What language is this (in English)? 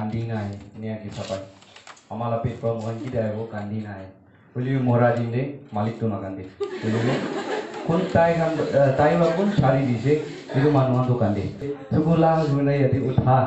Naga Pidgin